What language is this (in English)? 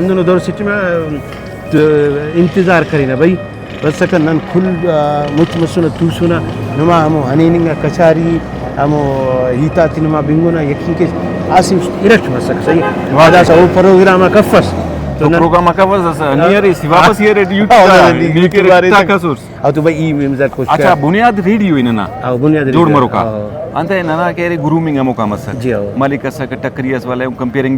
Brahui